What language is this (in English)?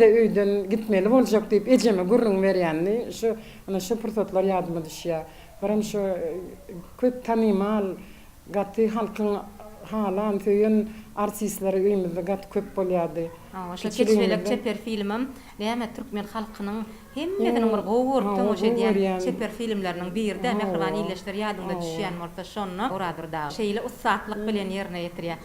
Turkmen